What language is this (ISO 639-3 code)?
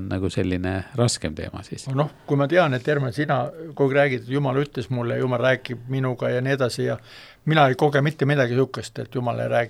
est